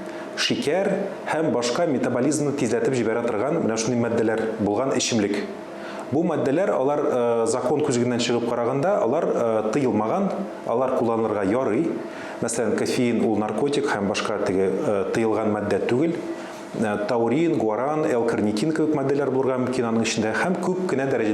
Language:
Tatar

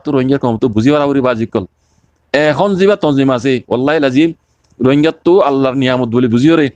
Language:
Rohingya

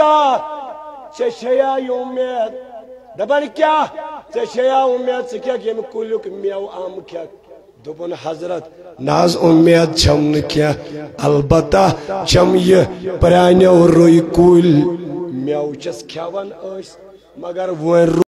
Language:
Kashmiri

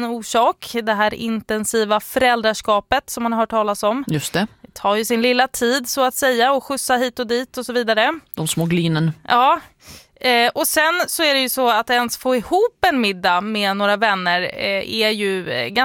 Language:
Swedish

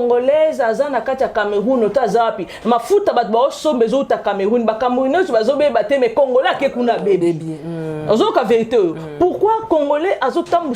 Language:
Lingala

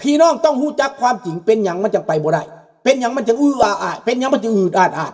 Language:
Lao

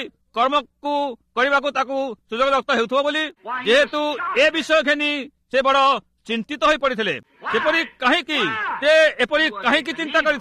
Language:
Odia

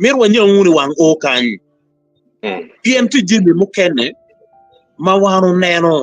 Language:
Acoli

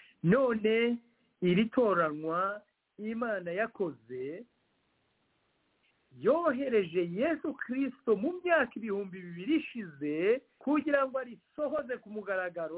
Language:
Kinyarwanda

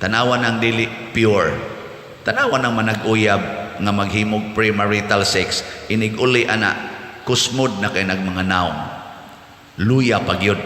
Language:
Cebuano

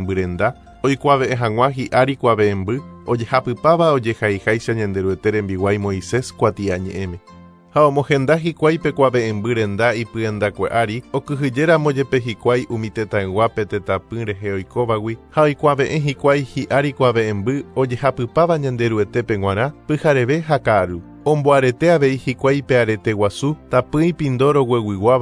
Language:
Guarani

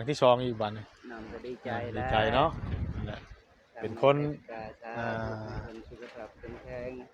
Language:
Northeastern Thai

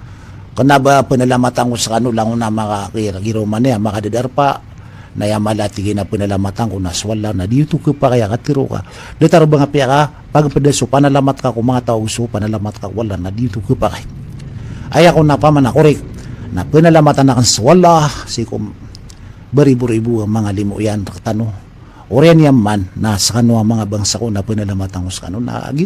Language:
Maranao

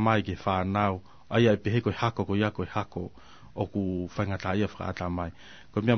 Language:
Tongan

